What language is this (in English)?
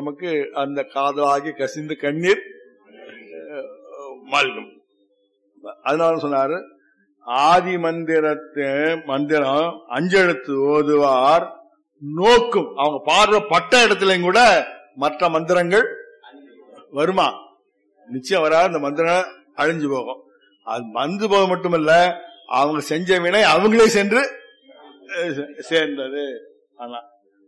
Tamil